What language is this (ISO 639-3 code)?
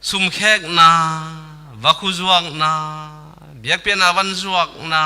ctd